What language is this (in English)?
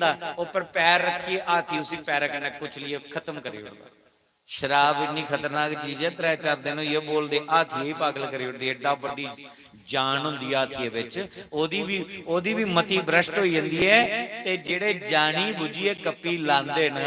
Dogri